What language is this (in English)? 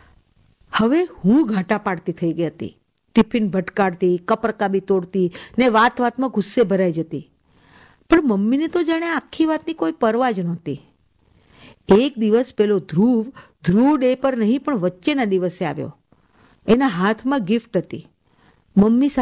Gujarati